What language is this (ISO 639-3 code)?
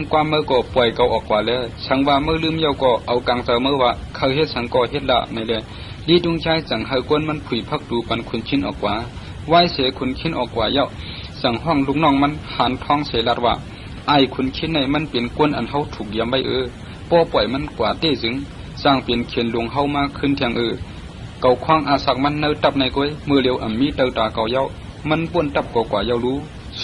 shn